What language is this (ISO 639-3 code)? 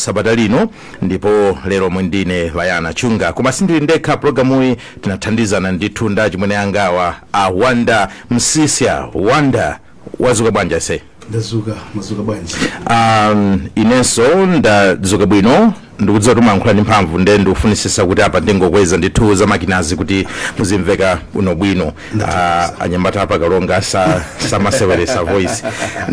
nya